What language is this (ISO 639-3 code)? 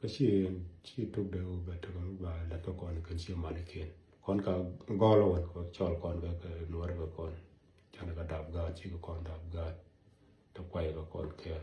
nus